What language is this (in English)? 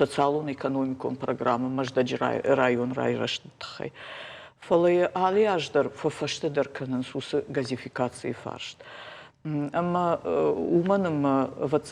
Ossetic